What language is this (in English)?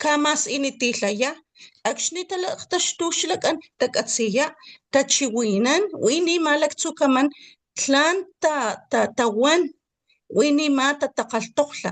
Papantla Totonac